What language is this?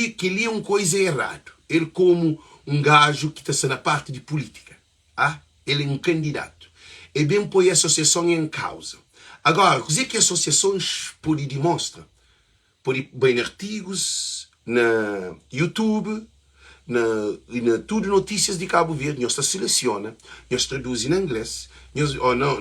Kabuverdianu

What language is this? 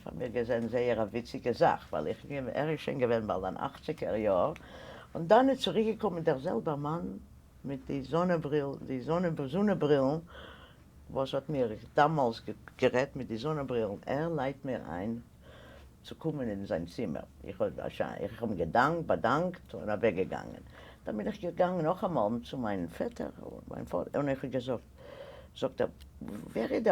Yiddish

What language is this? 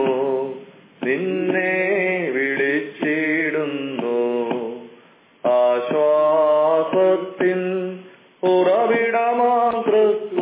Malayalam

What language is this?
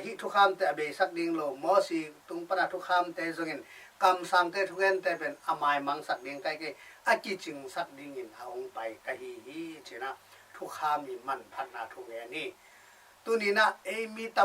Tedim Chin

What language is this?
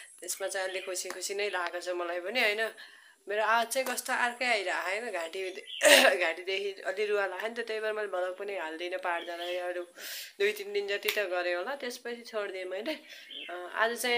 Nepali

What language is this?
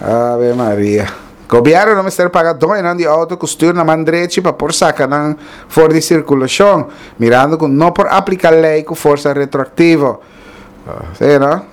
Papiamento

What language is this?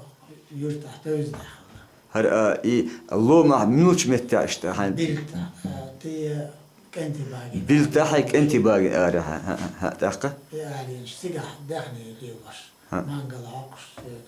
Chechen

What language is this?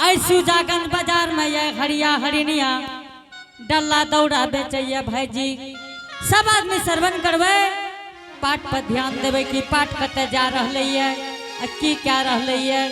Angika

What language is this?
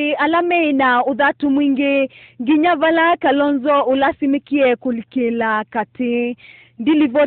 Kamba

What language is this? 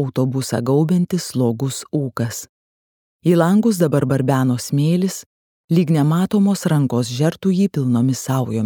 Lithuanian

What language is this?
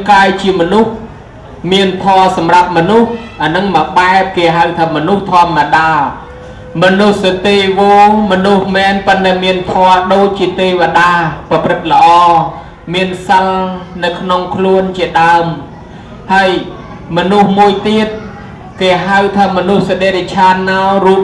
Khmer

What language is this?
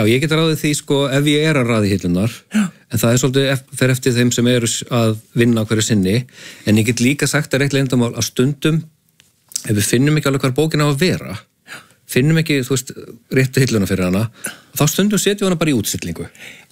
Icelandic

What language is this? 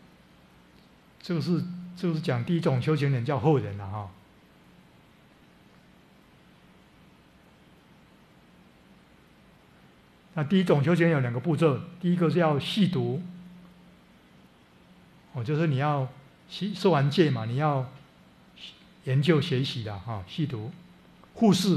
Chinese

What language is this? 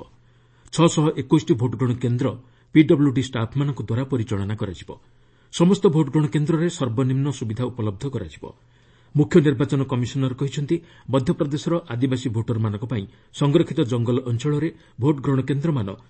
Odia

